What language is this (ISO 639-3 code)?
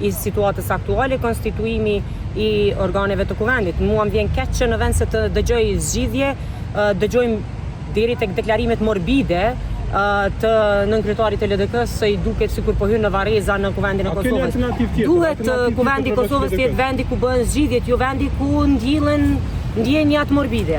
sqi